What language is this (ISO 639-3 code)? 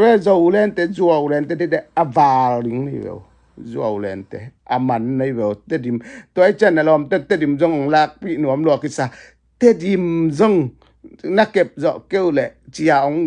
ctd